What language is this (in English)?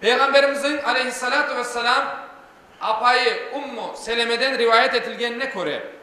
Crimean Tatar